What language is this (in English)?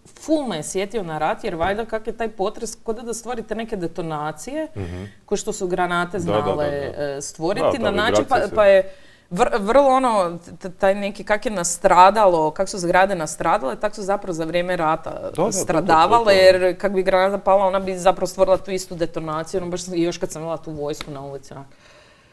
Croatian